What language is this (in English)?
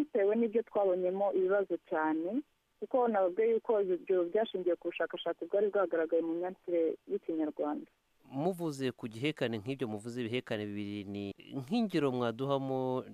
Kinyarwanda